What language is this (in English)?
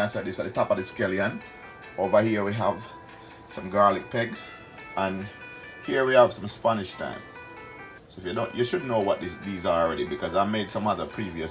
Jamaican Creole English